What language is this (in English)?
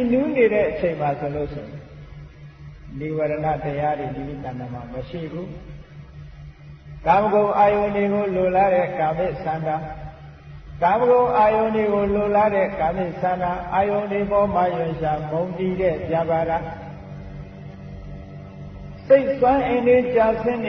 Burmese